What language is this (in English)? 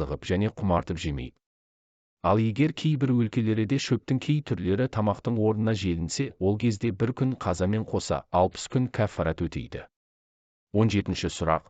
Kazakh